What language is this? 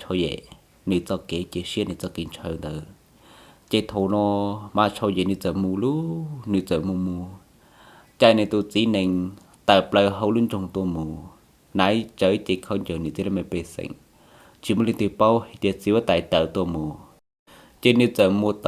Hmong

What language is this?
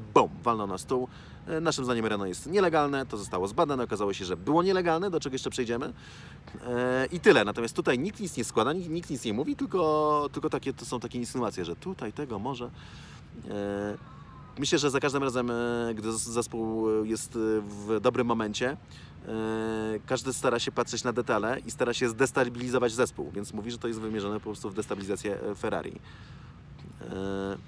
Polish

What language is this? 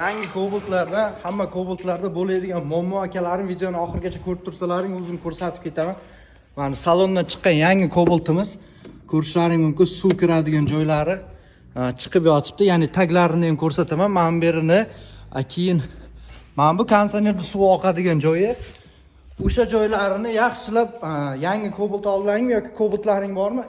Uzbek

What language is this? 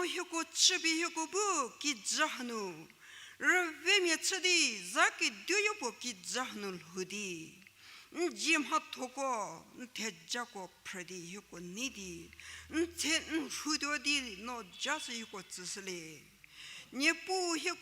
Angami Naga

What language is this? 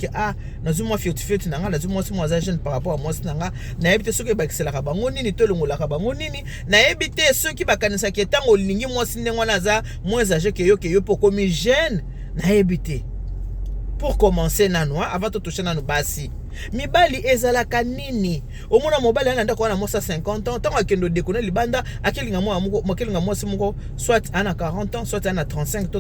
Lingala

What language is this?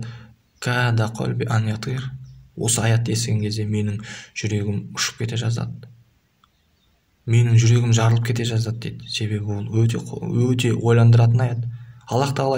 Kazakh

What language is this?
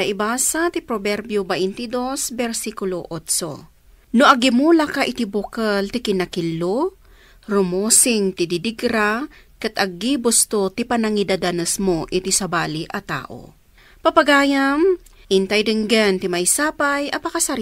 Iloko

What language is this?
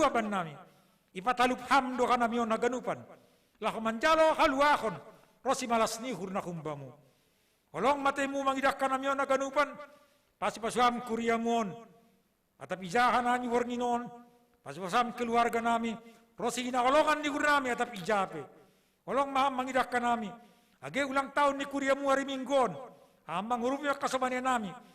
Batak Simalungun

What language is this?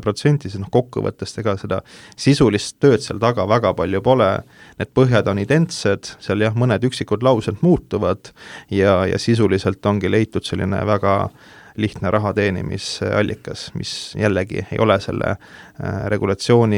Estonian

